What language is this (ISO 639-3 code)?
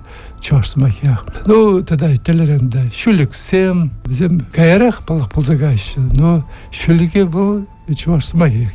chv